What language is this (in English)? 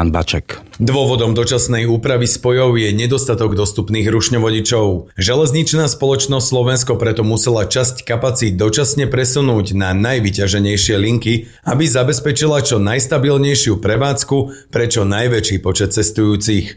Slovak